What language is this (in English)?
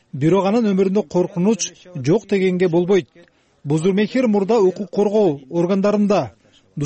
Kyrgyz